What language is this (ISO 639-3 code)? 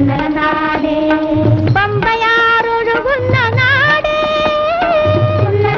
mal